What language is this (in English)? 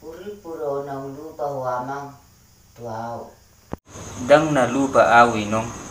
Batak Toba